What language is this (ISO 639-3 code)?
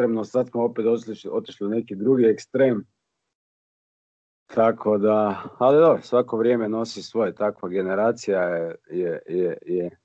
hrv